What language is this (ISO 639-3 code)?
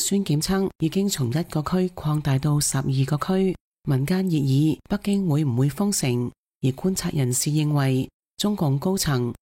yue